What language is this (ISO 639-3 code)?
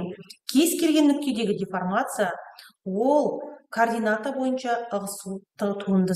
kaz